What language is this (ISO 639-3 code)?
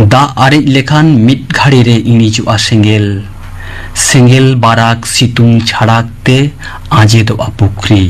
sat